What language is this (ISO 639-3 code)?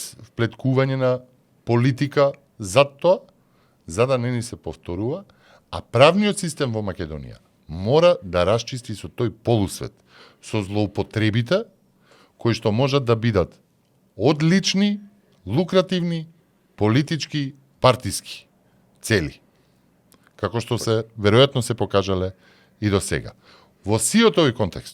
mkd